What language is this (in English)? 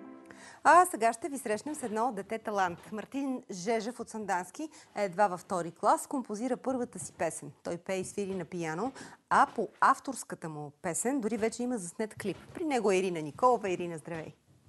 Bulgarian